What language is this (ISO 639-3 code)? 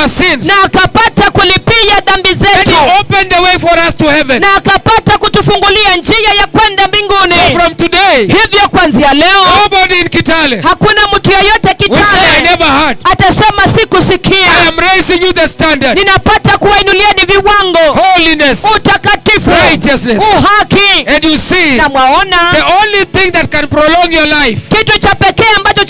swa